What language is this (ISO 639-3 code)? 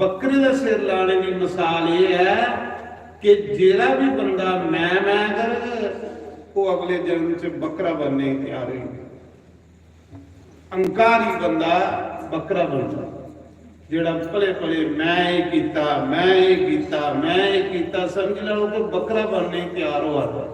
doi